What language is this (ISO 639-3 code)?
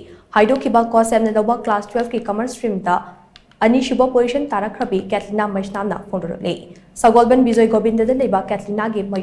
mni